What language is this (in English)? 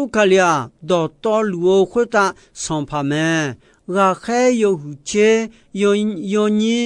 Akha